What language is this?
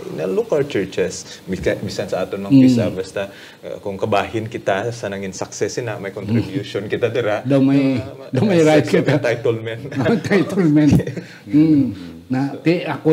Hiligaynon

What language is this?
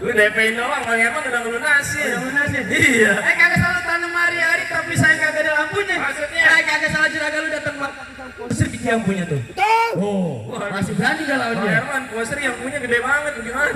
Betawi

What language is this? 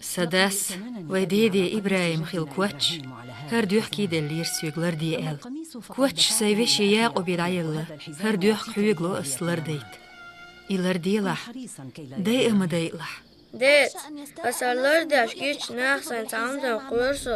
Chechen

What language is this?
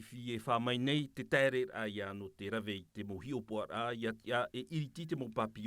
Tahitian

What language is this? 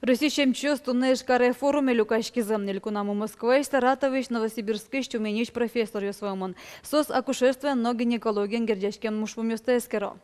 Udmurt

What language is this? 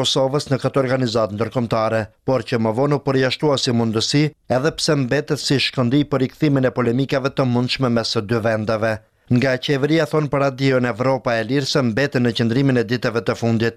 Albanian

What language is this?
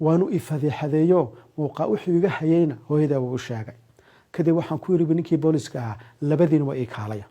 Somali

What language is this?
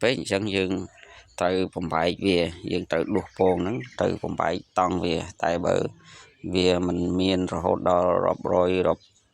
Khmer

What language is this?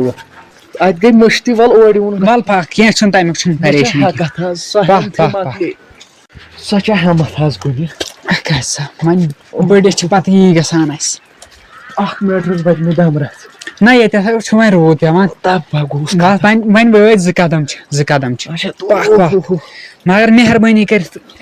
Kashmiri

